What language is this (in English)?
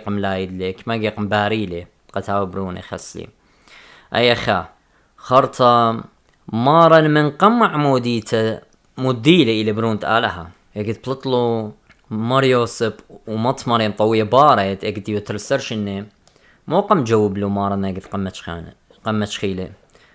Assyrian Neo-Aramaic